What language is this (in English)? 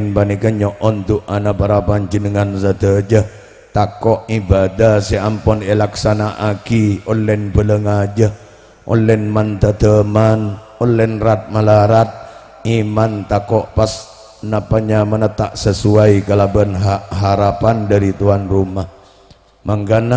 Madurese